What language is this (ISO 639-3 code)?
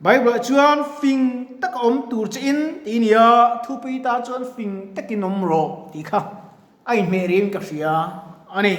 lus